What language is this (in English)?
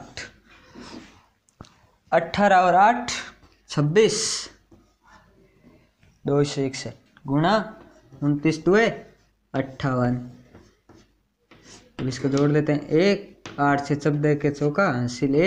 Hindi